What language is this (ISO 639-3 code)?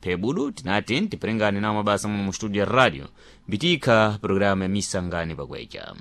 seh